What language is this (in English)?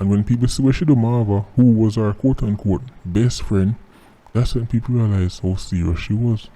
Jamaican Creole English